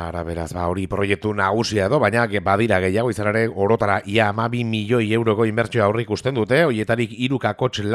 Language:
Basque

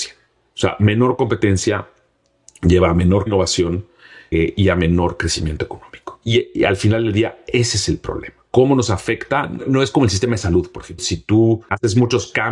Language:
Spanish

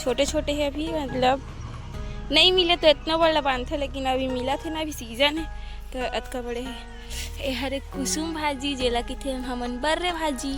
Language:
Chhattisgarhi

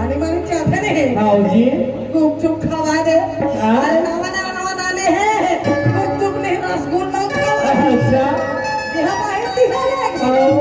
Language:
Chhattisgarhi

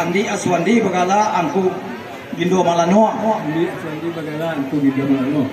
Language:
Minangkabau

